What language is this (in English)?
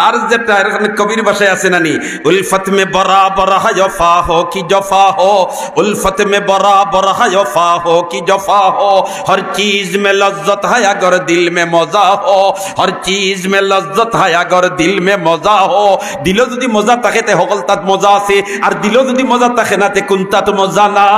Sylheti